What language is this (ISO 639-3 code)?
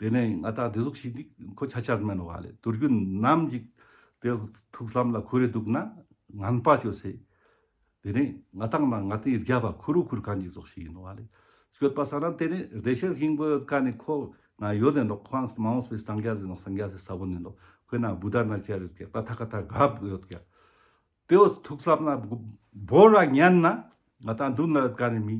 lbj